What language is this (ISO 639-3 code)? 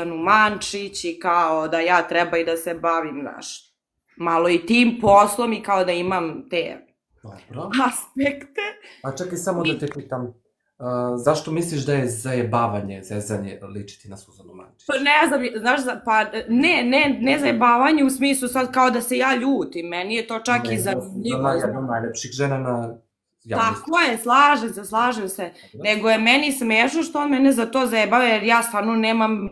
srp